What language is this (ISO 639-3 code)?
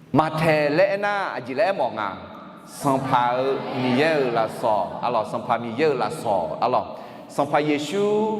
ahk